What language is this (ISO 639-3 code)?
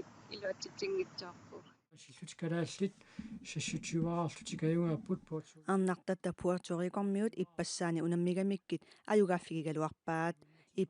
kal